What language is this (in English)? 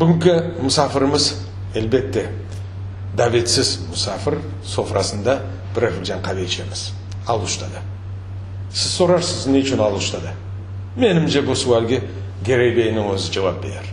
Crimean Tatar